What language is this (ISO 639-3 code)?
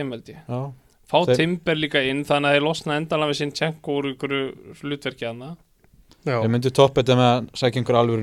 isl